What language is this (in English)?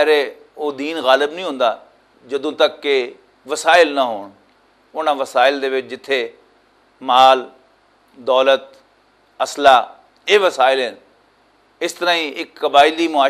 Western Panjabi